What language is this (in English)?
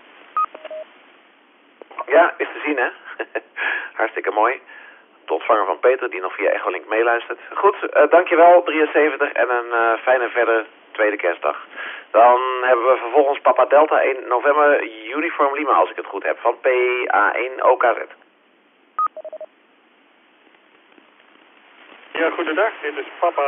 Dutch